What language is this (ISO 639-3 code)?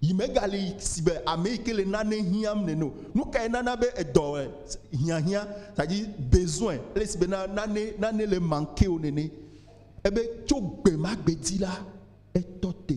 ewe